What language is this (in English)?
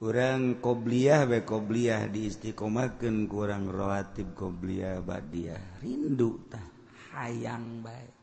Sundanese